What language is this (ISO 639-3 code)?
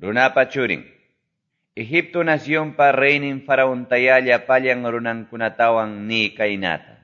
quy